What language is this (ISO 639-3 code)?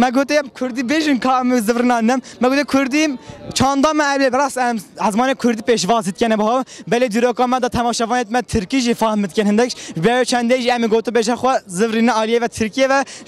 kur